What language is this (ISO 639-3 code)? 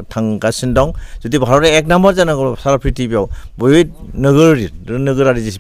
brx